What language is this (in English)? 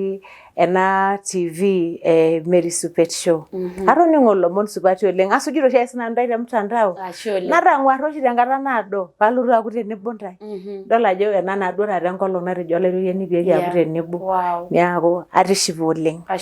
Masai